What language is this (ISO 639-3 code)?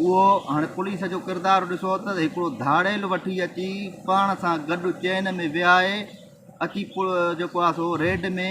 snd